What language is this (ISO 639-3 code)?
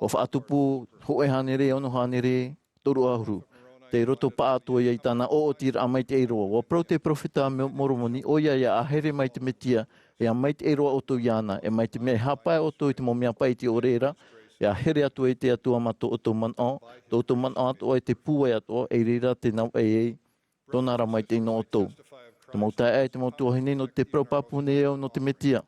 tah